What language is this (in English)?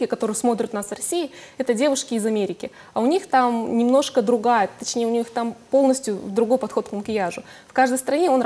Russian